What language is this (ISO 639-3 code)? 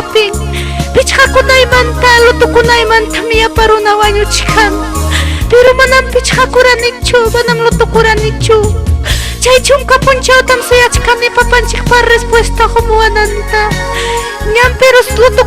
quy